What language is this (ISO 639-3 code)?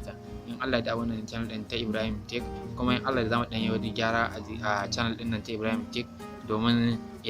hau